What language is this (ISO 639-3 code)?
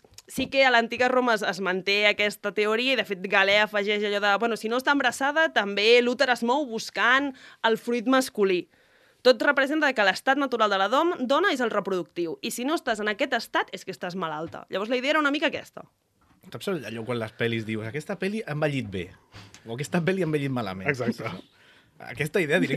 cat